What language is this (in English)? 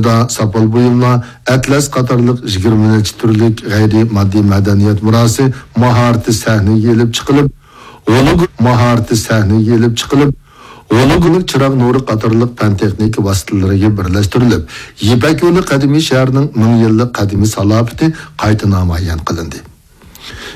Uyghur